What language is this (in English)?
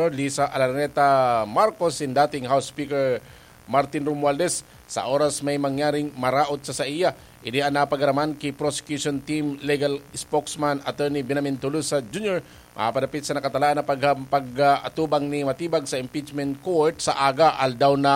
Bikol